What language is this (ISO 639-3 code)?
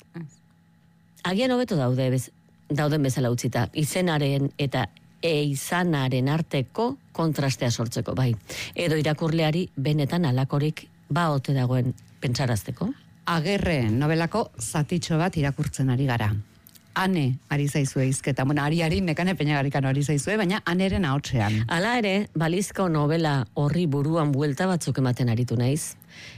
eus